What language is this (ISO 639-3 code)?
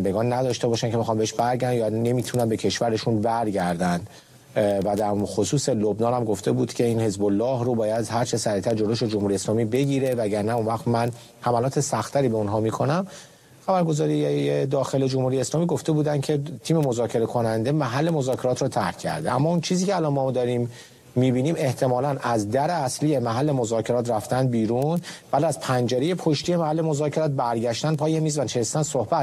fas